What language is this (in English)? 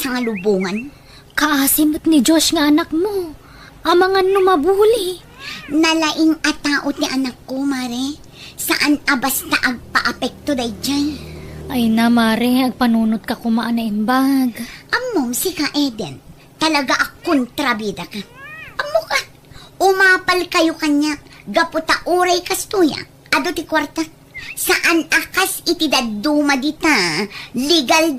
Iloko